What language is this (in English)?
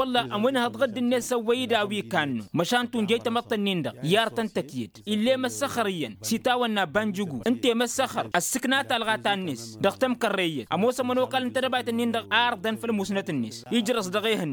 Tamasheq